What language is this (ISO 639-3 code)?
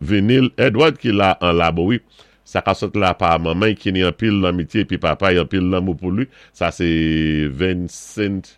acf